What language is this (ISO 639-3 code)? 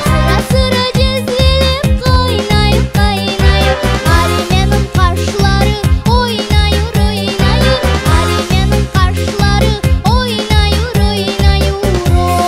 crh